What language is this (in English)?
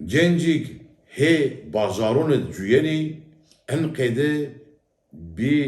Zaza